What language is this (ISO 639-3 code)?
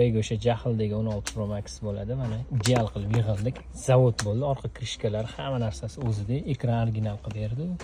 uzb